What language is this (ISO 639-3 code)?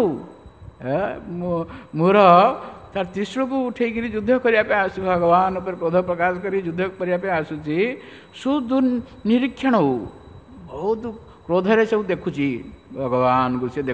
ori